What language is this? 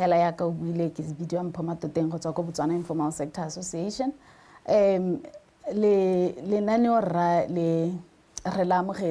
Tswana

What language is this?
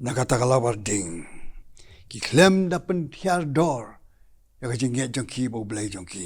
Khasi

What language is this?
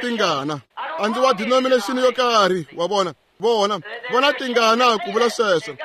Tsonga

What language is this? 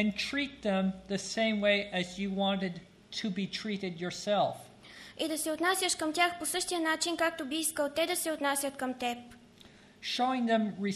Bulgarian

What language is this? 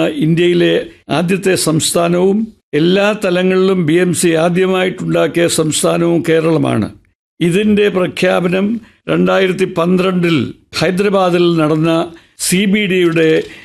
Malayalam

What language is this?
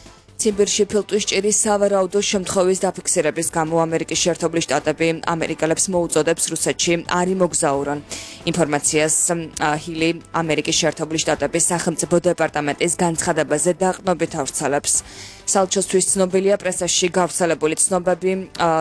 Georgian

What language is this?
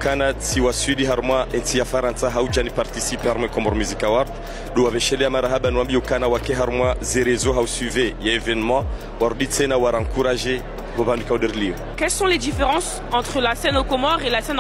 Ngazidja Comorian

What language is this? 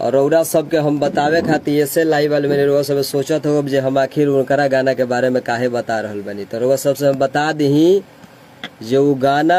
Bhojpuri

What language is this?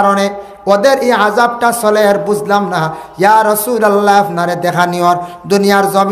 Sylheti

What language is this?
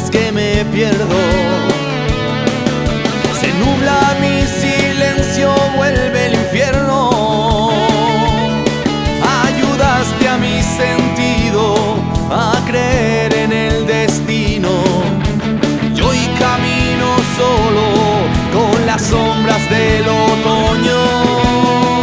Spanish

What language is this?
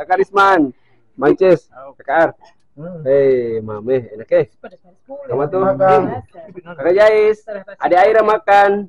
Ambonese Malay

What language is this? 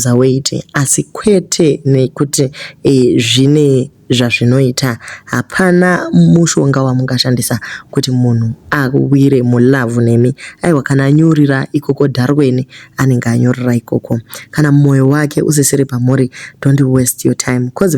Shona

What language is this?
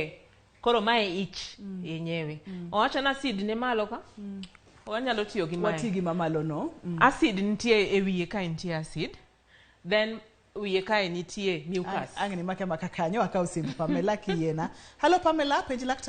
Luo (Kenya and Tanzania)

